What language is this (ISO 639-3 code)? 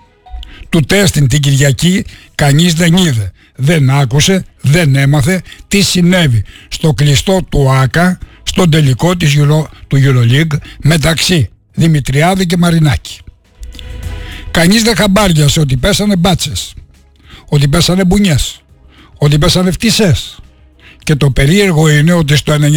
ell